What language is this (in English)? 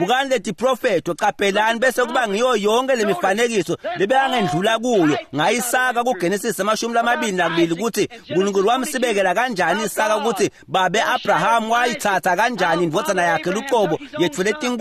Swati